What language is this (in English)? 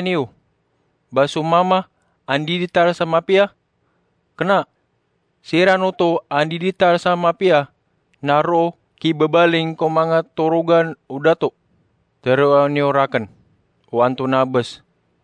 Maranao